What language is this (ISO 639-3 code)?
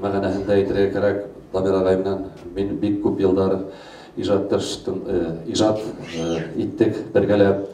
bak